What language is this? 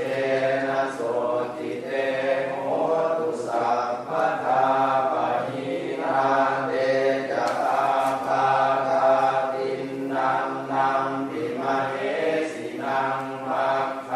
Pali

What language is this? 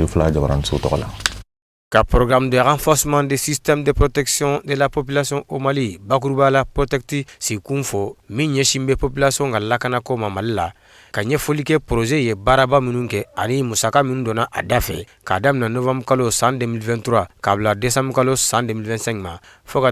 Bambara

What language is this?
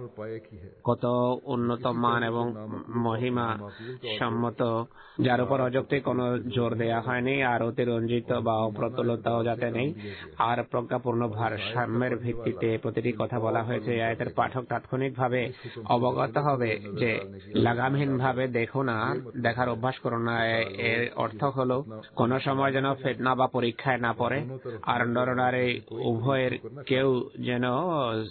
Bangla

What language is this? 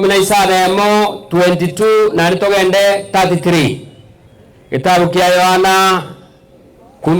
Gusii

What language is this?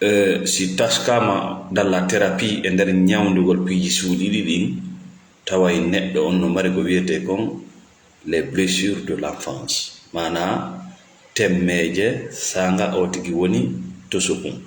Fula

